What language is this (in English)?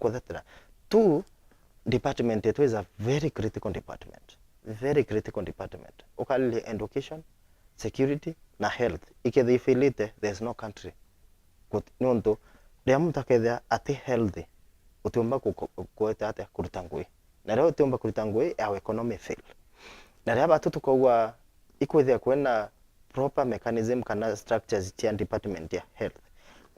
Meru